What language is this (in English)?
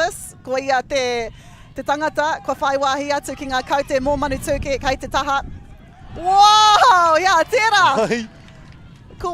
Māori